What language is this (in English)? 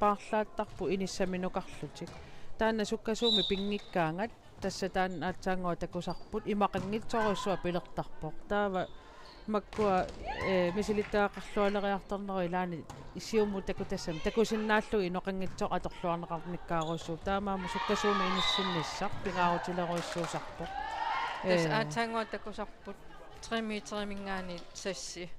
Kalaallisut